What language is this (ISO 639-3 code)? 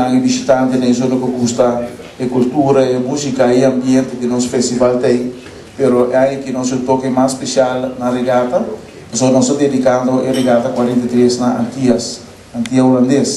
pap